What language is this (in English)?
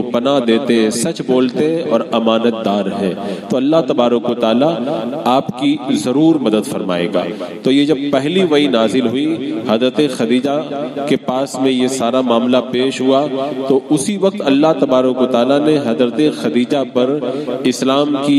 Urdu